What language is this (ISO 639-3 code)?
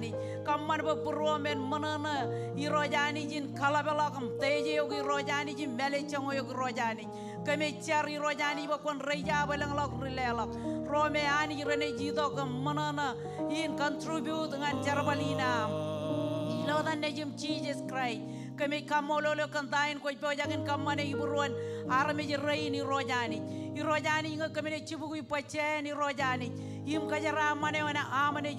mah